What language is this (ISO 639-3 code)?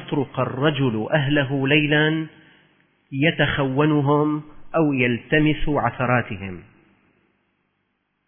ara